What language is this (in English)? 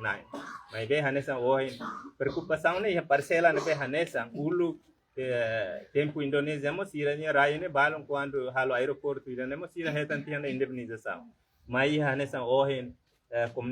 Tetum